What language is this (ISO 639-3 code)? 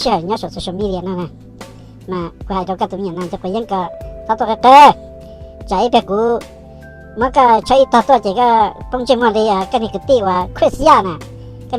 hmn